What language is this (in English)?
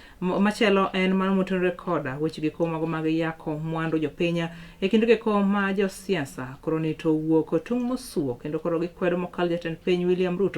Luo (Kenya and Tanzania)